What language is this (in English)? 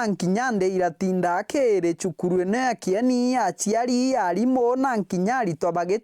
Meru